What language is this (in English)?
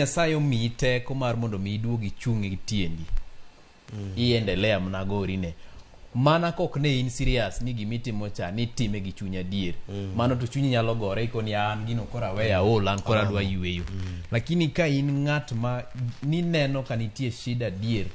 Luo (Kenya and Tanzania)